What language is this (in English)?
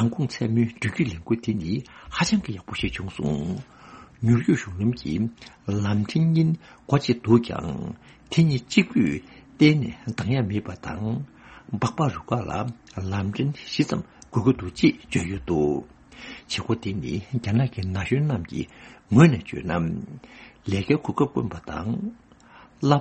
Tibetan